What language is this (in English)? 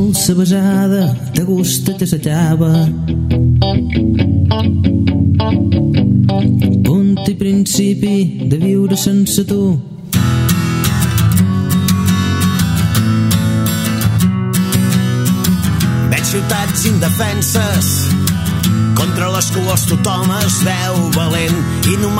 Catalan